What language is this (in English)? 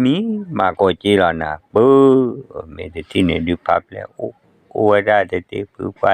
S'gaw Karen